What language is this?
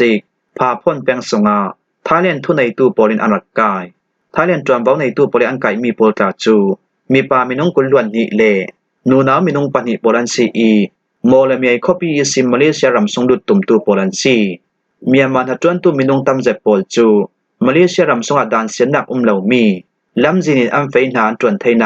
Falam Chin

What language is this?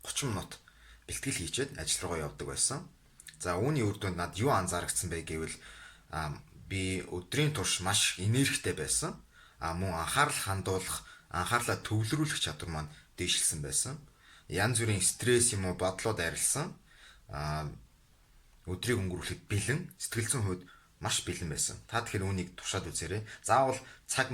Mongolian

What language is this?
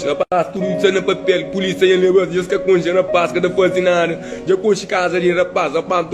Kabuverdianu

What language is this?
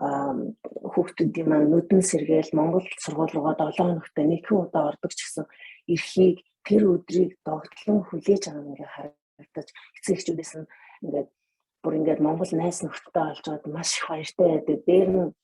Mongolian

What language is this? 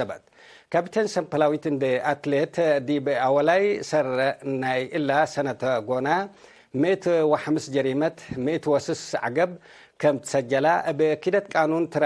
Tigre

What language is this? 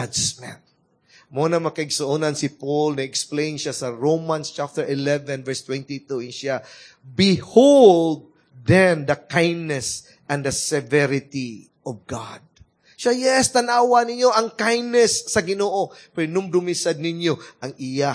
Cebuano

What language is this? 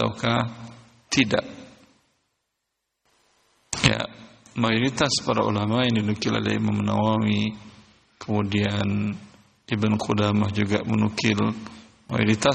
Indonesian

